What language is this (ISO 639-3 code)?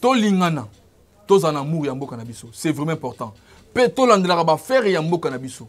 lin